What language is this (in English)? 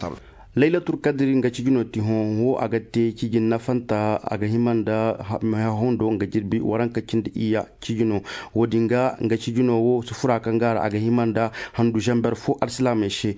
Zarma